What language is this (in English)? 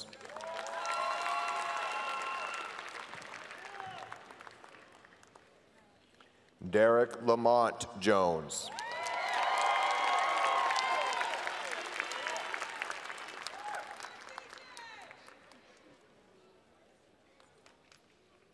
English